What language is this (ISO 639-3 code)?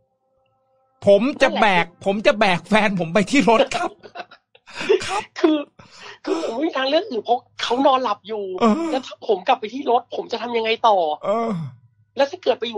tha